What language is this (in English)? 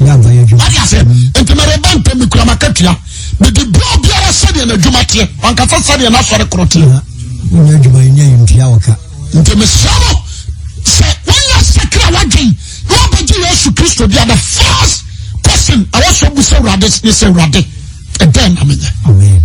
Akan